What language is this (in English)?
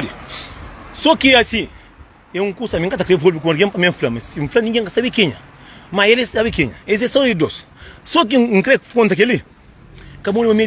Kabuverdianu